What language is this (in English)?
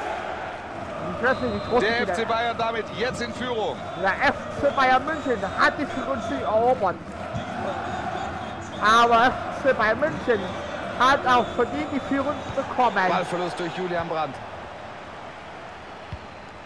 German